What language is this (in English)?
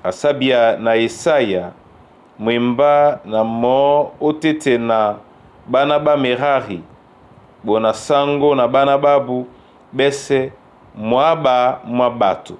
Duala